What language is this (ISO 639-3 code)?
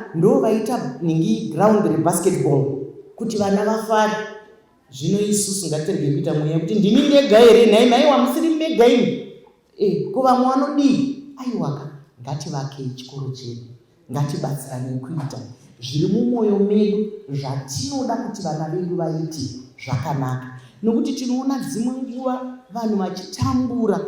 sna